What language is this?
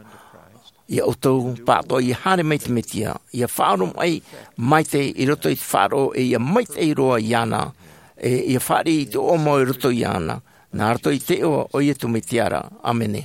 Tahitian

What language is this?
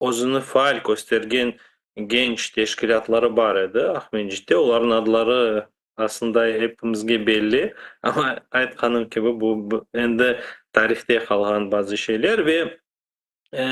Crimean Tatar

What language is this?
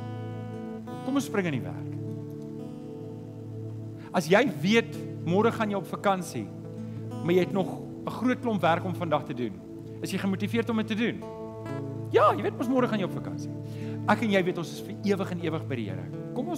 Afrikaans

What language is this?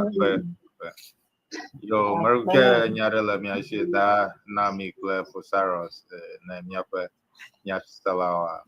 Ewe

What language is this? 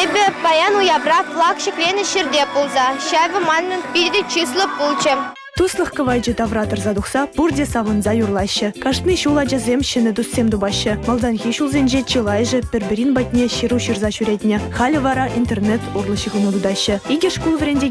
Chuvash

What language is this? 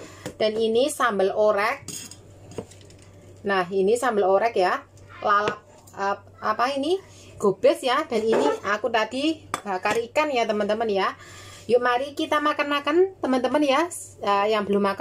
Indonesian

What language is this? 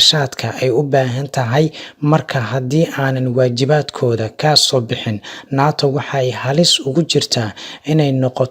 Somali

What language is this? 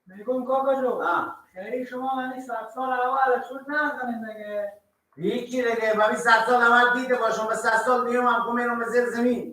Persian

